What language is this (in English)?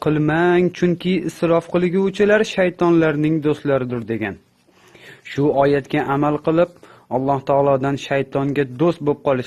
Uzbek